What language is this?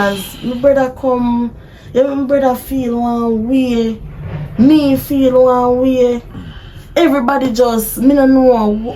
Jamaican Creole English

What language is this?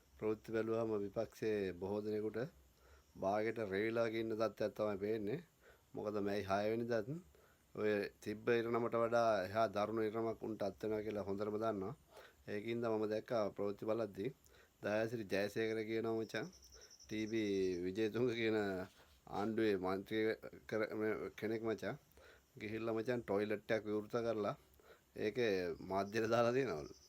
Sinhala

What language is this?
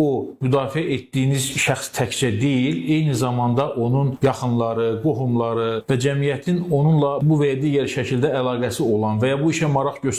Azerbaijani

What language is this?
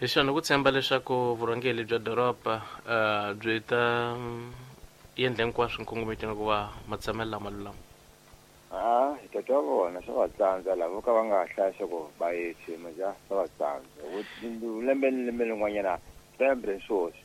Tsonga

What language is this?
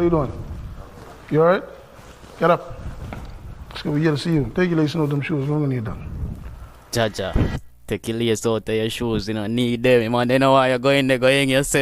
Jamaican Creole English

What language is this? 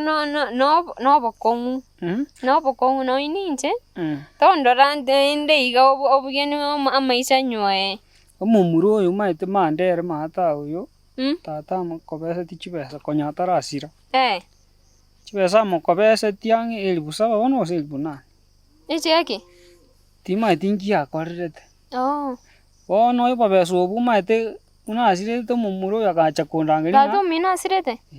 Gusii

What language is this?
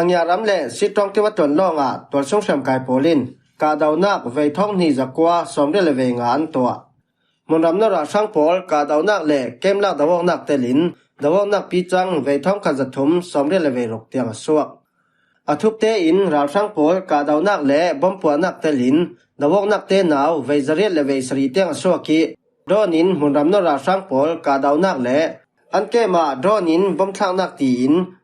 Falam Chin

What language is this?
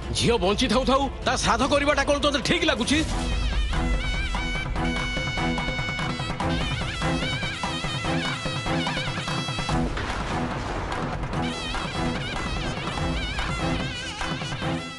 Odia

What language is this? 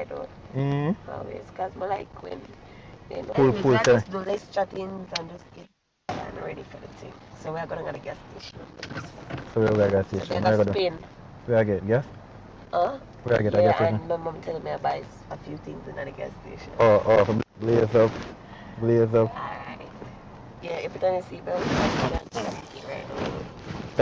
Jamaican Creole English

